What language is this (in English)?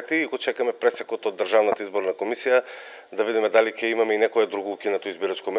Macedonian